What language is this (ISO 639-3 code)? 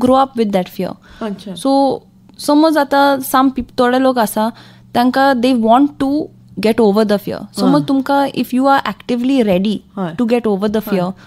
kok